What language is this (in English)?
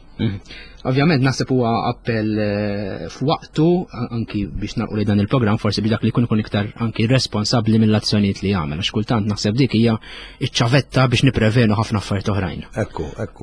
Maltese